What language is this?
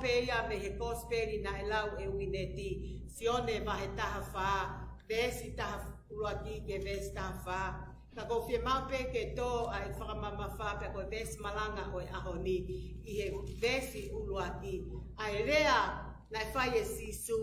Tongan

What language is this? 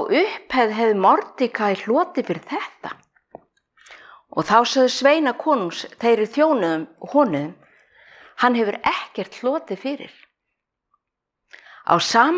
Icelandic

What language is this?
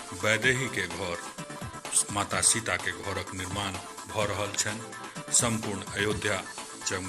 Maithili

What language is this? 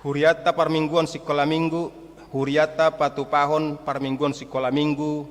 Batak Toba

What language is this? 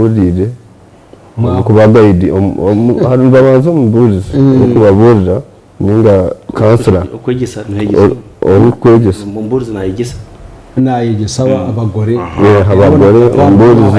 Nyankole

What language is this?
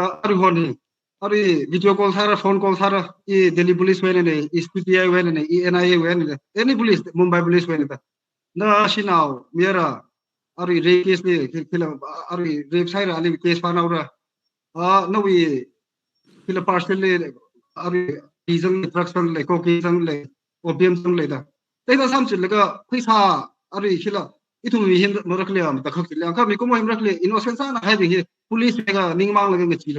Tangkhul Naga (India)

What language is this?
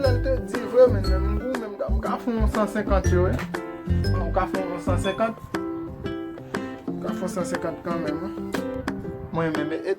Haitian Creole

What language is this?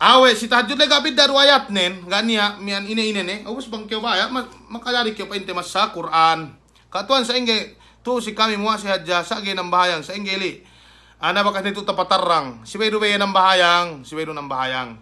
Yakan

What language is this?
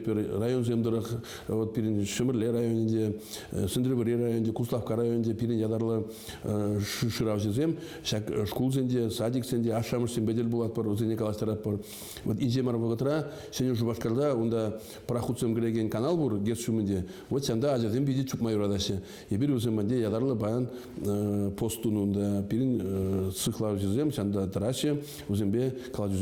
Chuvash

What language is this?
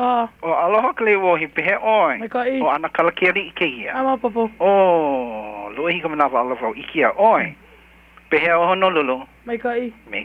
Hawaiian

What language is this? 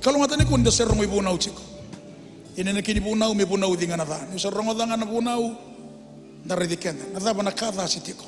Fijian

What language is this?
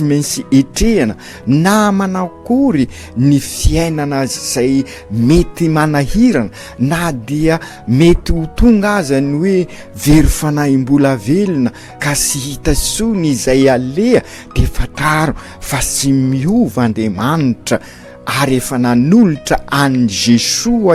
Malagasy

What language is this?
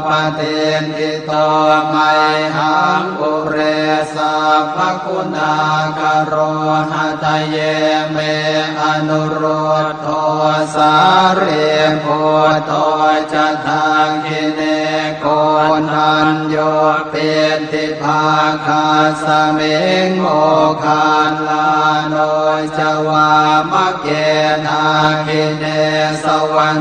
Pali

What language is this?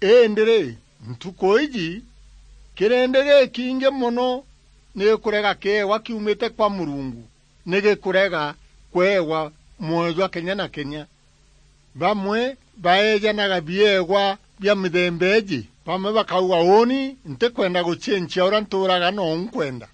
Meru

